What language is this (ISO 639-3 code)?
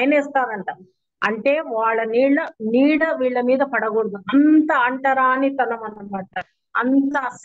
tel